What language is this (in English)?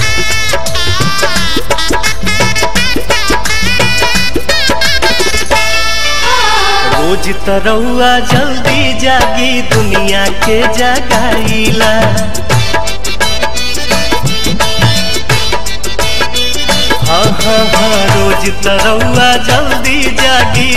Bhojpuri